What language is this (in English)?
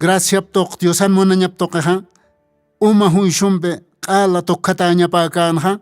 Aymara